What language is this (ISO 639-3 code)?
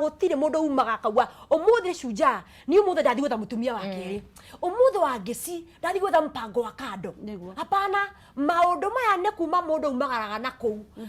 kik